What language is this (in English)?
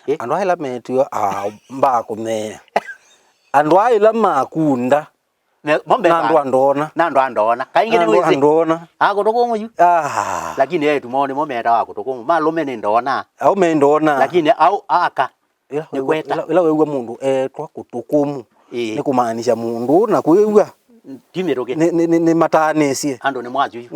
Kamba